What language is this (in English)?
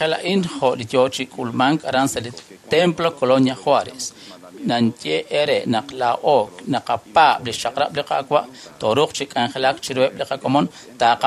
Kekchí